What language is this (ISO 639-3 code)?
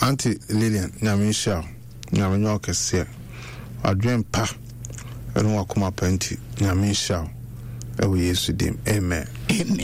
aka